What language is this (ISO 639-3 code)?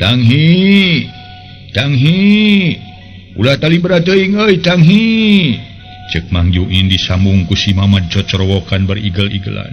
sun